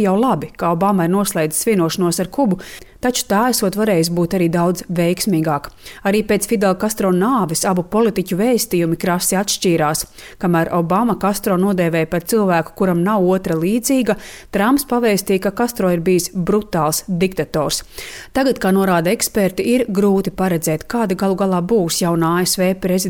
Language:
Latvian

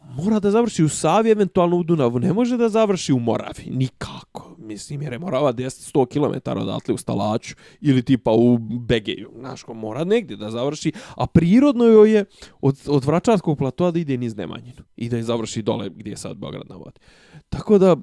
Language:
Bosnian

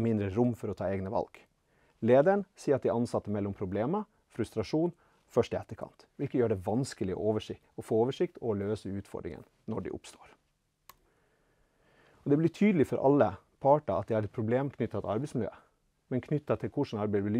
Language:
Norwegian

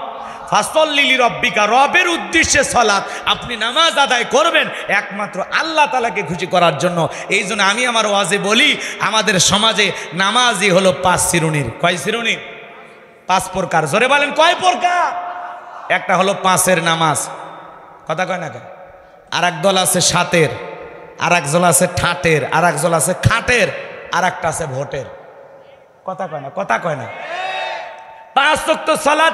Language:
Bangla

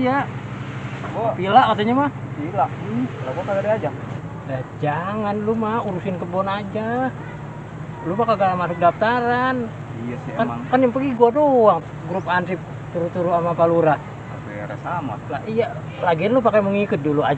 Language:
Betawi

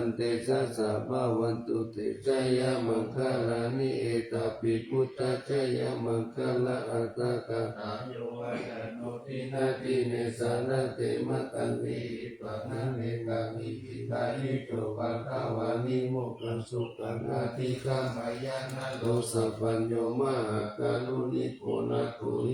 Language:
Pali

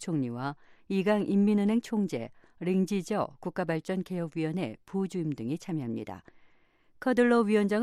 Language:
Korean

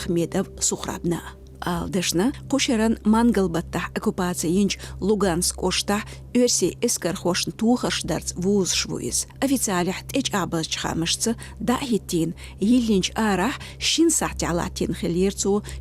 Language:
Chechen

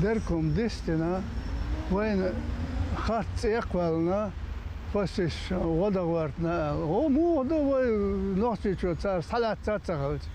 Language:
Chechen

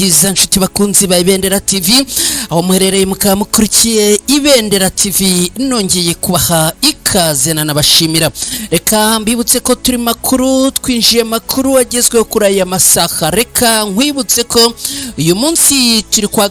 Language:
Kinyarwanda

